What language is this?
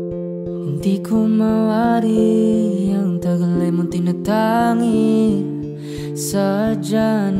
Filipino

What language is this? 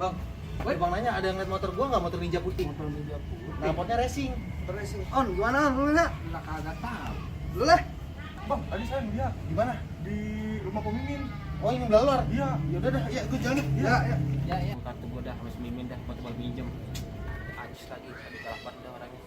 Betawi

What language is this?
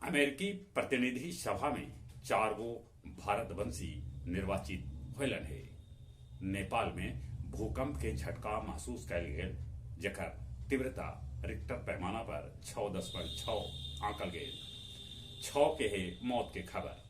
Magahi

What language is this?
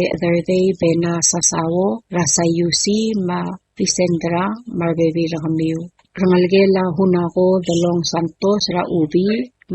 Palauan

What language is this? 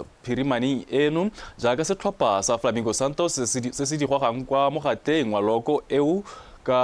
Tswana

